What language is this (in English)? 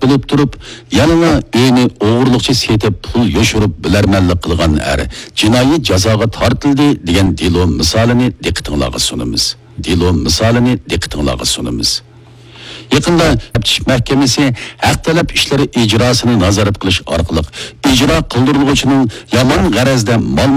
Uyghur